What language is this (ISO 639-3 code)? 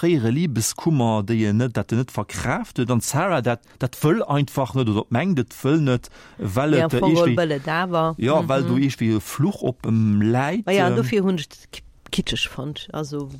ltz